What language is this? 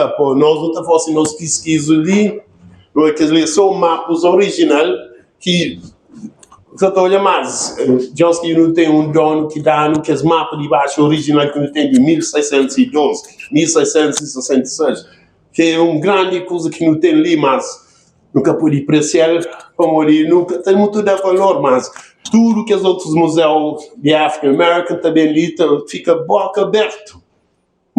Kabuverdianu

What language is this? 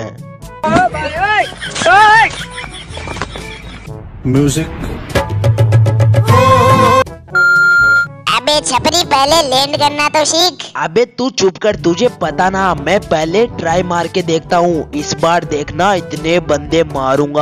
Hindi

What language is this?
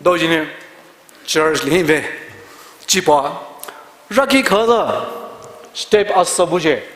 Poumei Naga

